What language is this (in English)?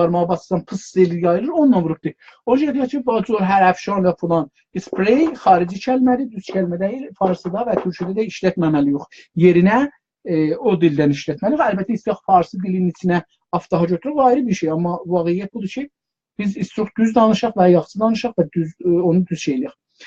South Azerbaijani